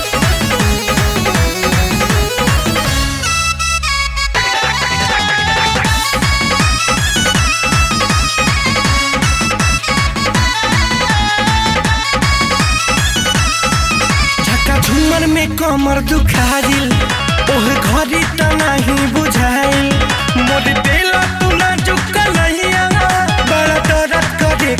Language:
Bhojpuri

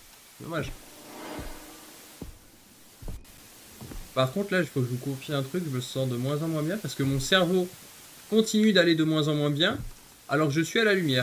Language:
French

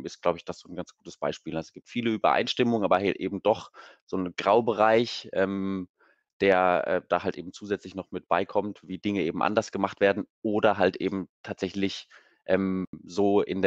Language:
German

